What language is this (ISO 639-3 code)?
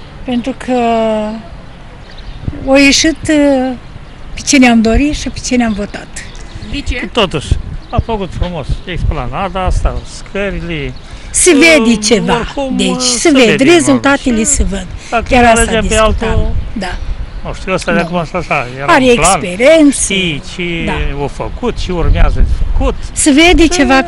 ron